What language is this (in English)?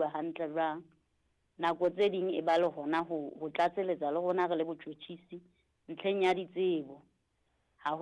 Southern Sotho